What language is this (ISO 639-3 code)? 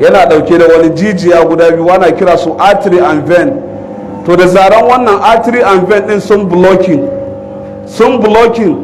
hau